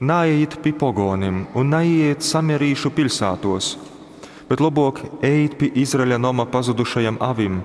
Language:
Latgalian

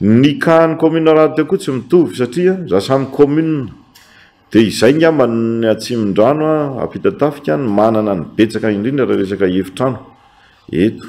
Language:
Malagasy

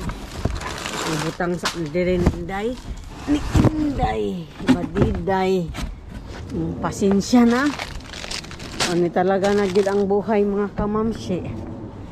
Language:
Filipino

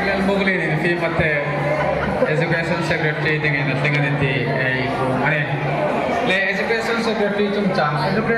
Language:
Hmar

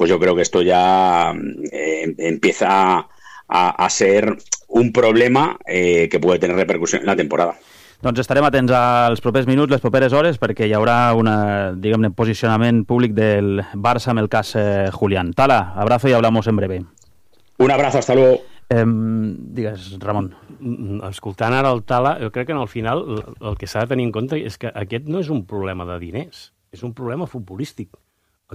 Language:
Catalan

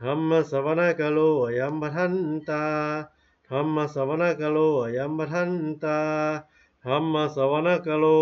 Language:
Pali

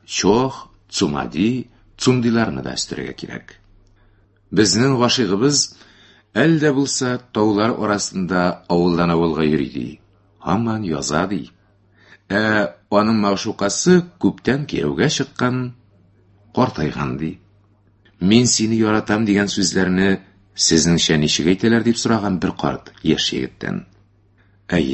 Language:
Tatar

